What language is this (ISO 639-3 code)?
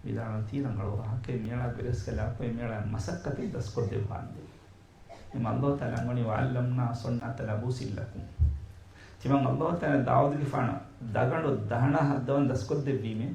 div